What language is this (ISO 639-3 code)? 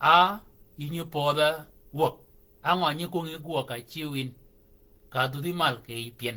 shk